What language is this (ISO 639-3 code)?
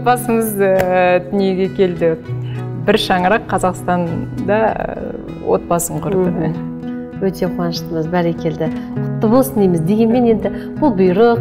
kaz